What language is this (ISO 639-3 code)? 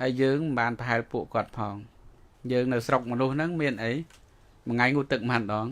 khm